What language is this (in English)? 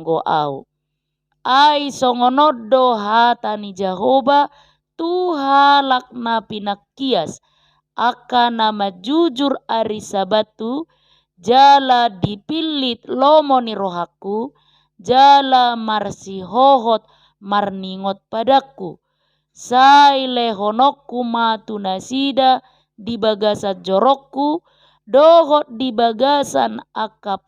Batak Toba